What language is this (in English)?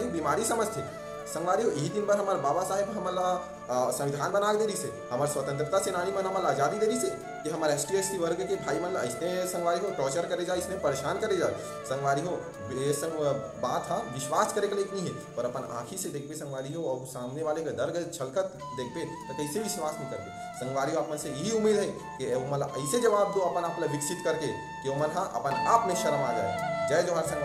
Chhattisgarhi